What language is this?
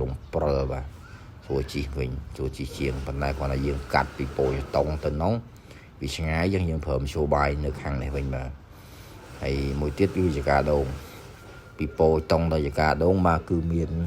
Khmer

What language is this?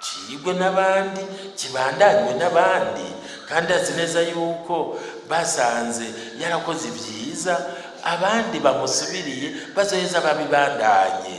Rundi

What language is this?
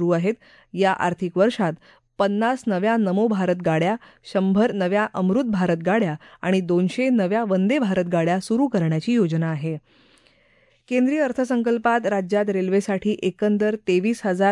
Marathi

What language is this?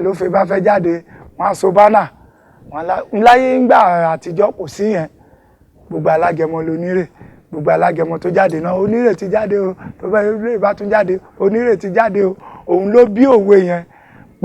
Yoruba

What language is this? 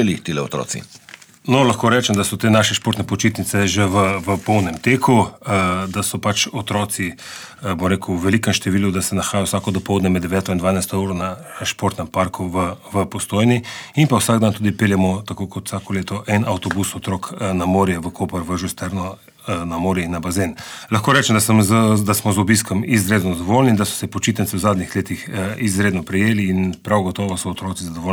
Slovenian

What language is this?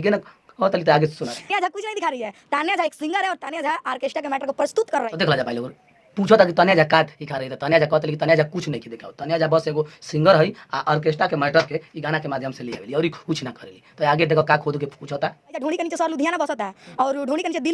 Bhojpuri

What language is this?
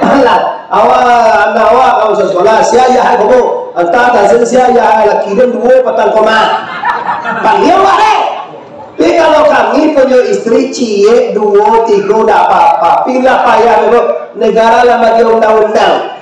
Minangkabau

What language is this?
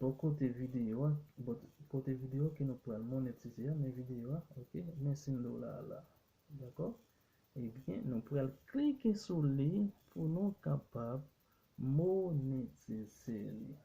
Haitian Creole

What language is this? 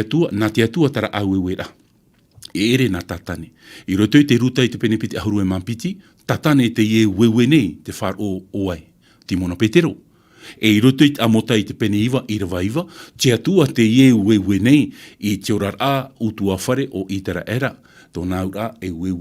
Tahitian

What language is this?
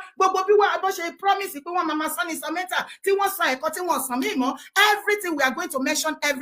Yoruba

